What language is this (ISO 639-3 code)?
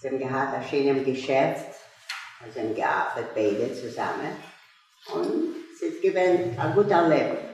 yid